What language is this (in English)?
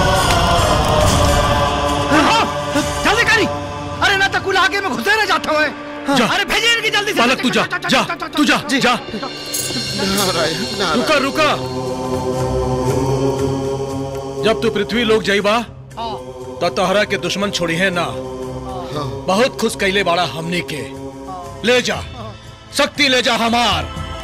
Bhojpuri